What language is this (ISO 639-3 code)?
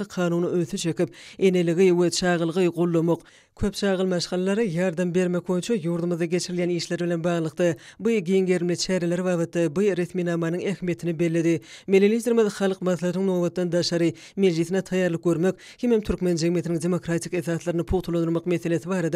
tuk